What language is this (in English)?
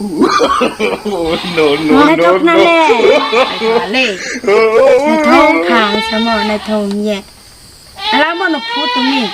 Riang (India)